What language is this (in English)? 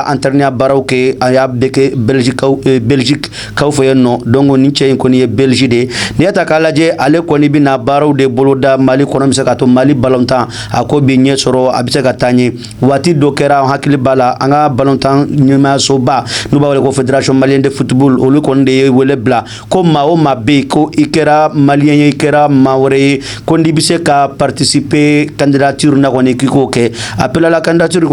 Bambara